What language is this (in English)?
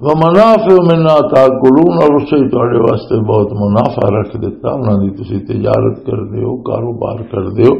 Western Panjabi